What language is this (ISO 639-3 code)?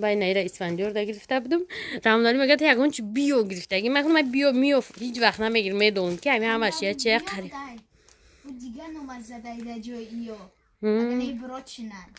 tgk